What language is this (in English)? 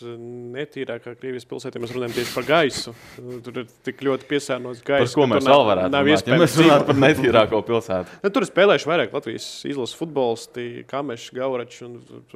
Latvian